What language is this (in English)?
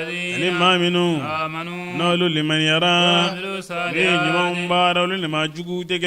Bambara